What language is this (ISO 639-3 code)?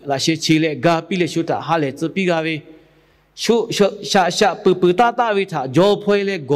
lhu